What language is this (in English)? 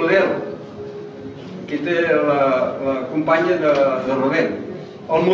Catalan